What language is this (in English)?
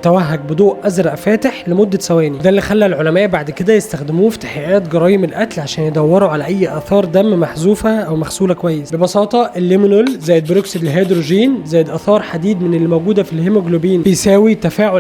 Egyptian Arabic